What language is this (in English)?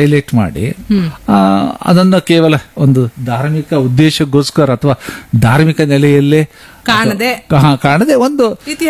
Kannada